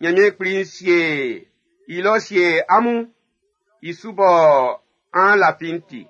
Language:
Baoulé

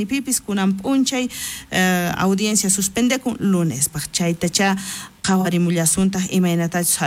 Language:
South Bolivian Quechua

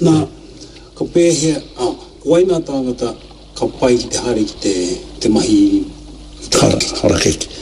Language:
Māori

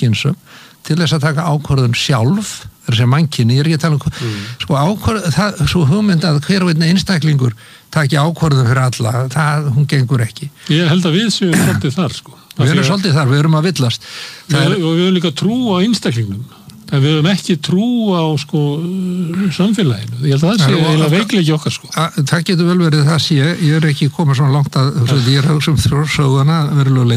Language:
Icelandic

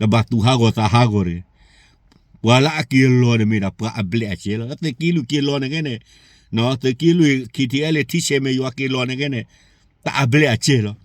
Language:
S'gaw Karen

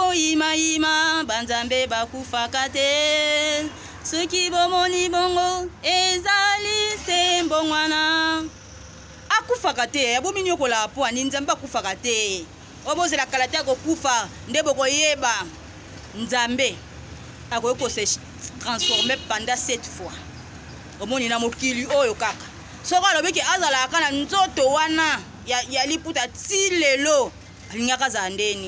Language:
Lingala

